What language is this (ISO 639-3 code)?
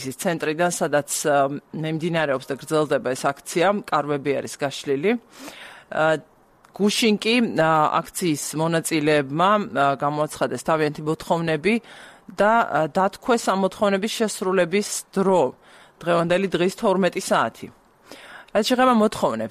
kat